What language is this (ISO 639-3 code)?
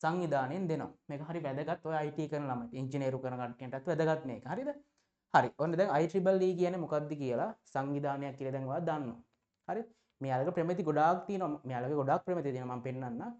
sin